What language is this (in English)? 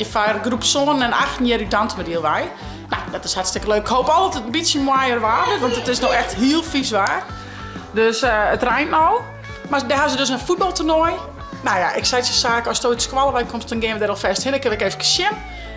Western Frisian